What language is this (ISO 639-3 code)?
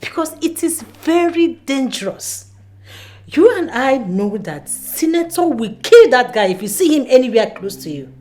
pcm